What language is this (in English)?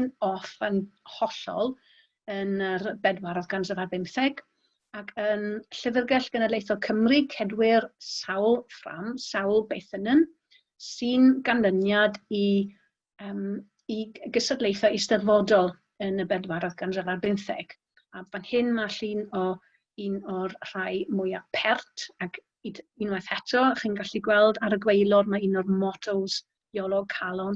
Welsh